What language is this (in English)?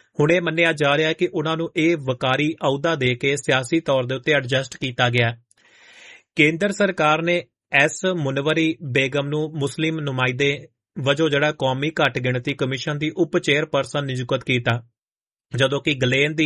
Punjabi